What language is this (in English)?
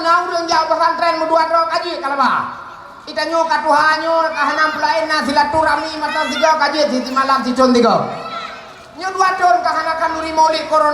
Achinese